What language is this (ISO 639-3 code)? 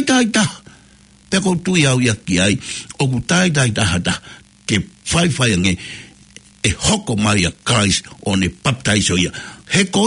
ton